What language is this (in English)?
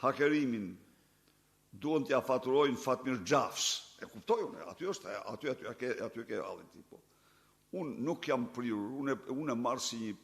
Albanian